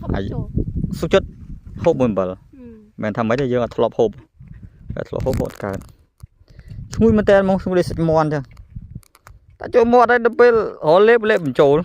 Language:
Khmer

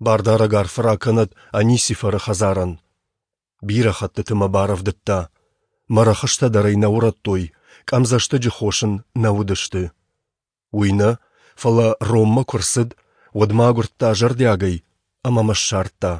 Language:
Ossetic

